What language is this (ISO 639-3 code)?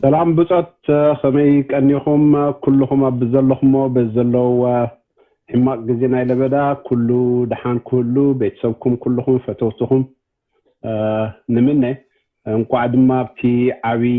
tir